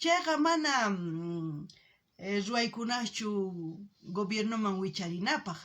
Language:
South Bolivian Quechua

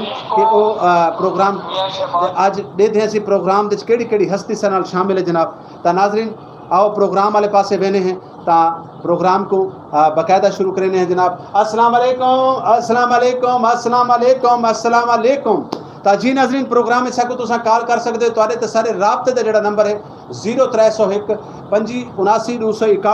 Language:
Saraiki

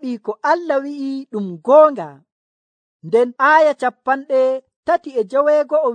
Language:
Nigerian Fulfulde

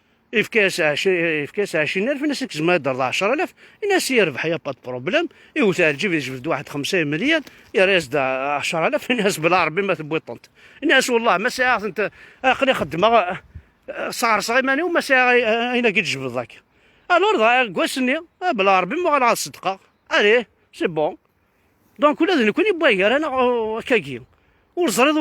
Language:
Kabyle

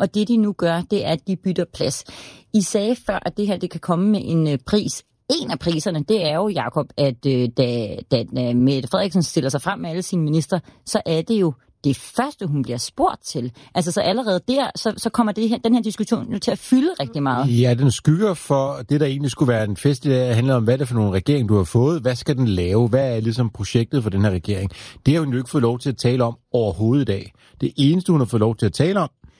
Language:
Danish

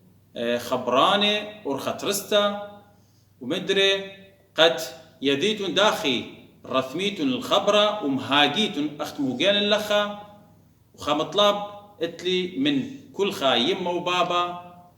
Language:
Assyrian Neo-Aramaic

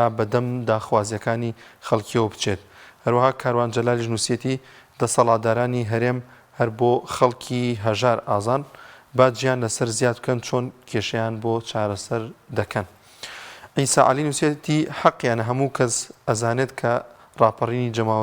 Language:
Central Kurdish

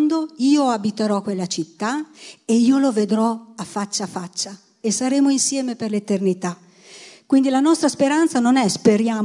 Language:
Italian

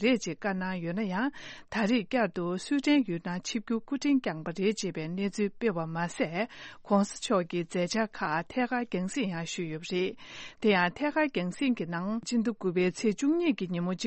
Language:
Tibetan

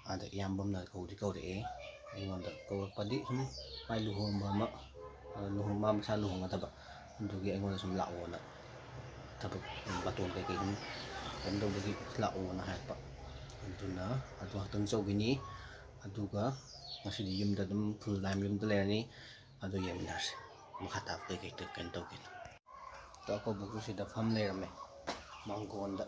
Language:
Manipuri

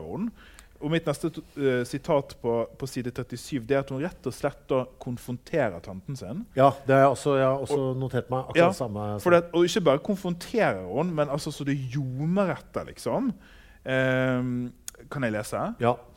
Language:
Norwegian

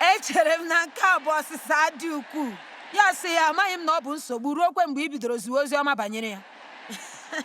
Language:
Igbo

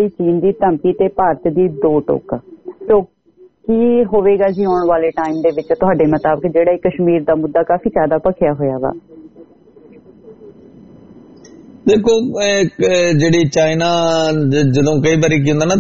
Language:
Punjabi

